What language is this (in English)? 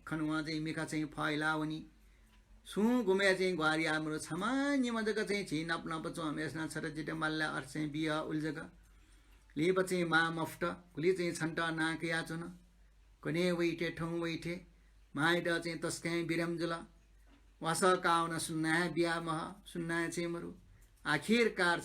Newari